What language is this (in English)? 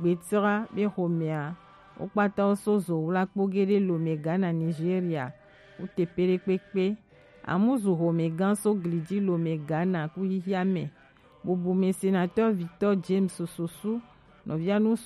Gen